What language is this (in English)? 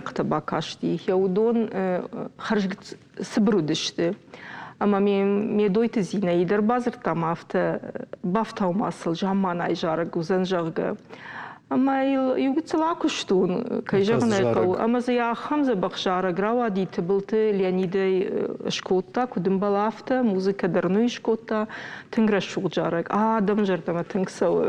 Ossetic